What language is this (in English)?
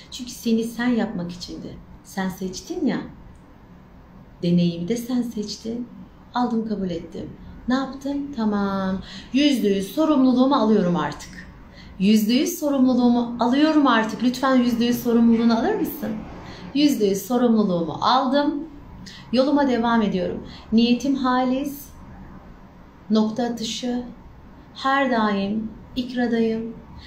Turkish